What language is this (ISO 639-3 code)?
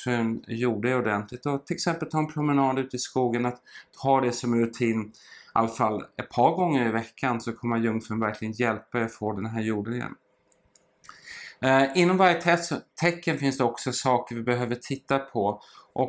swe